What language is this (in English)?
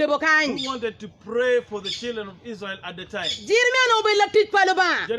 Acoli